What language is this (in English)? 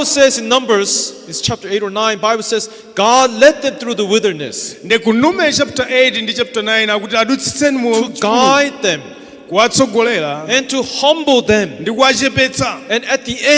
Nyanja